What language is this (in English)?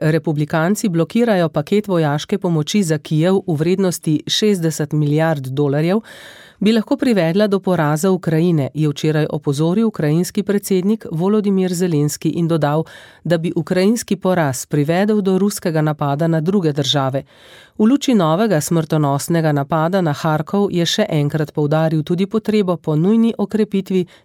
Slovenian